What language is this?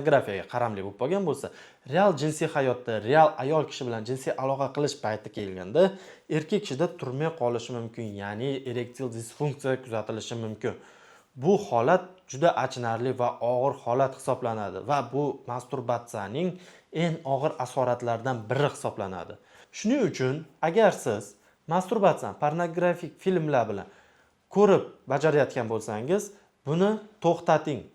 Uzbek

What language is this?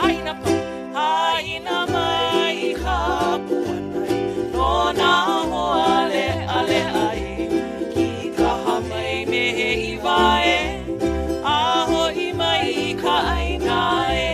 Hawaiian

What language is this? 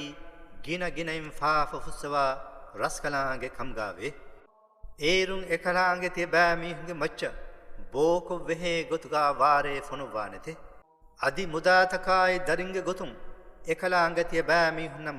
Divehi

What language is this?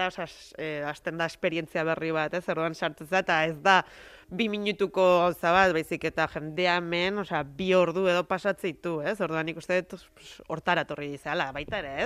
Basque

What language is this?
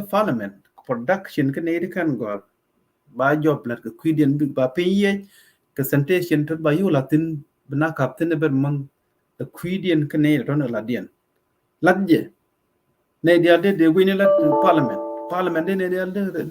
Nuer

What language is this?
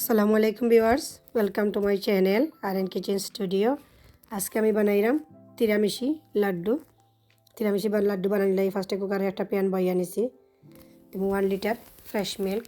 Sylheti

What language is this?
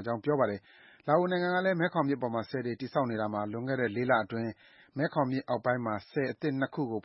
Burmese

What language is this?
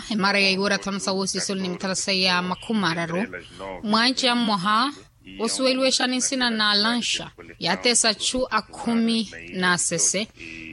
Makhuwa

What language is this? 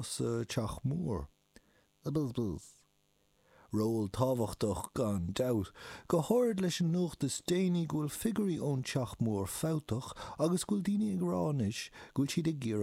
Irish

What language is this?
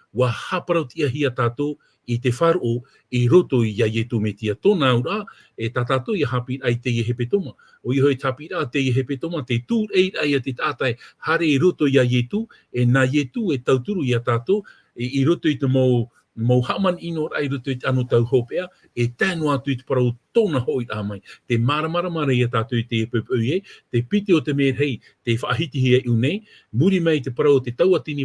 Tahitian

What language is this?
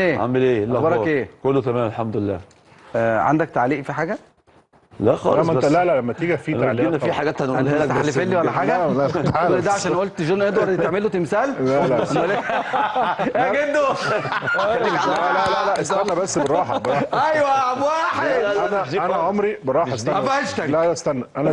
Egyptian Arabic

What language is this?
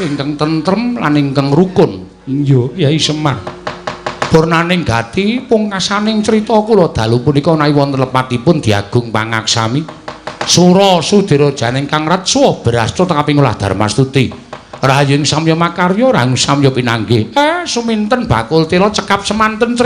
Javanese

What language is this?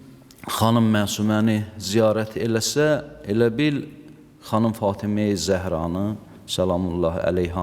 Azerbaijani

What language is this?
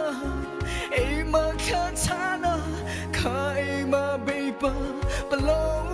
Mara Chin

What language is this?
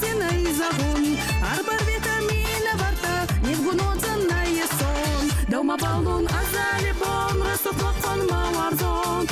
Ossetic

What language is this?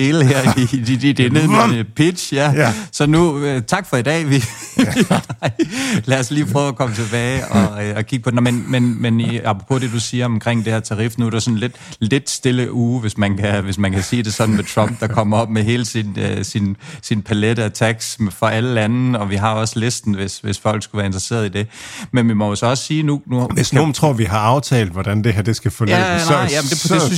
Danish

